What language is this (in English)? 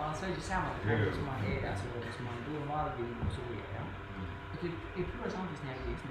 Faroese